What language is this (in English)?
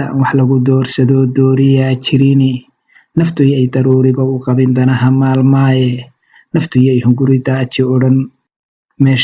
Somali